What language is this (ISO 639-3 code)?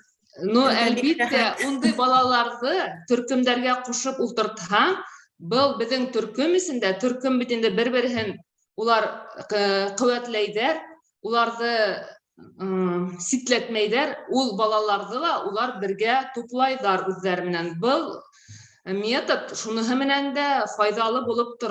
bak